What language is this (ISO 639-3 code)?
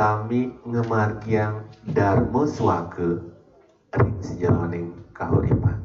ban